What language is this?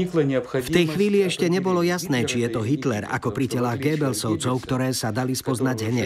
Slovak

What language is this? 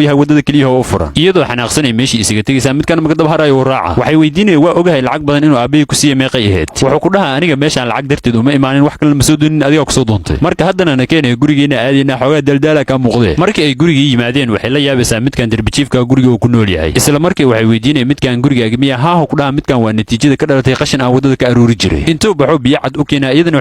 Somali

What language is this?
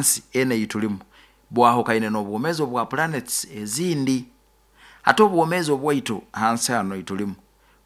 Nyoro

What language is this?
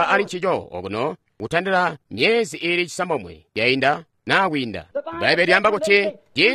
Tonga (Zambia)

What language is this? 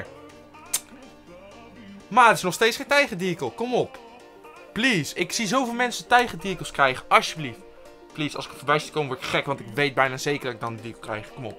Dutch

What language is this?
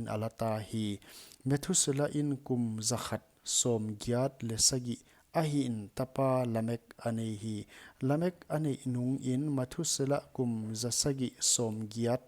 Paite Chin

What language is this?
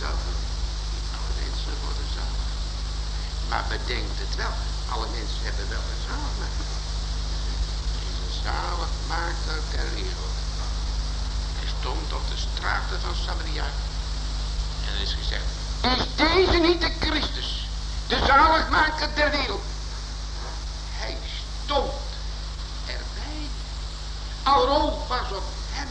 Dutch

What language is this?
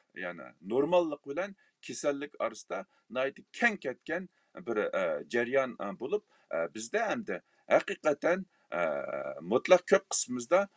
Uyghur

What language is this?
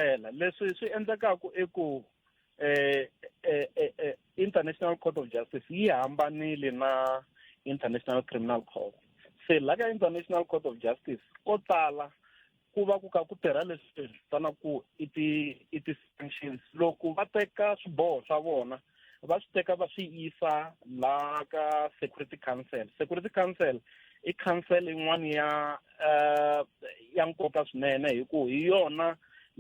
Tsonga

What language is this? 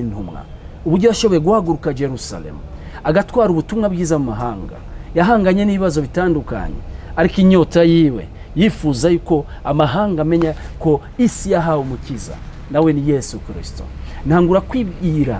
Rundi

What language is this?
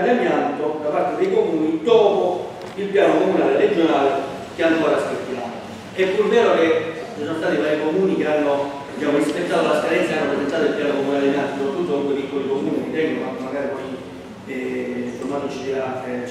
Italian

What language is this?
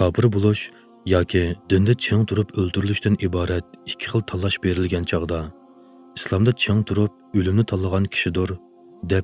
Uyghur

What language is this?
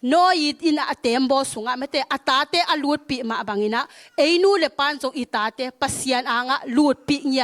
Tedim Chin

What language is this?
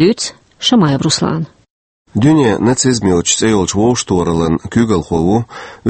Chechen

